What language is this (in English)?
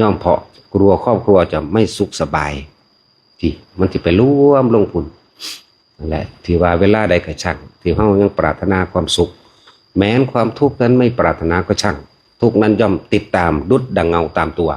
Northeastern Thai